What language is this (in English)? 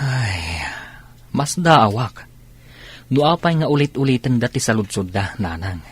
Iloko